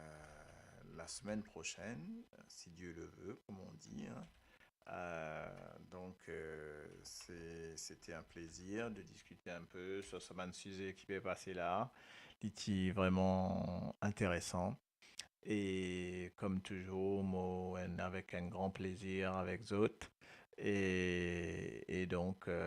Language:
Morisyen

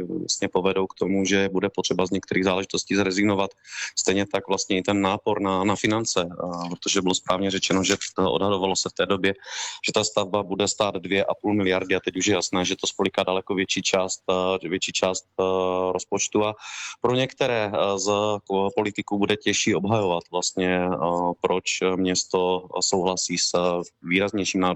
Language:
Czech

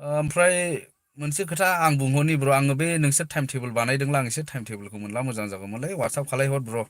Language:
Bodo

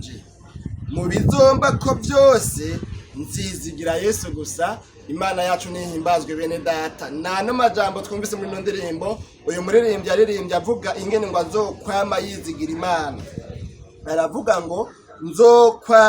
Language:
Rundi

